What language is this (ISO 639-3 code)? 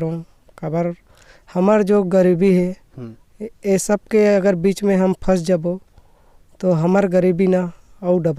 hne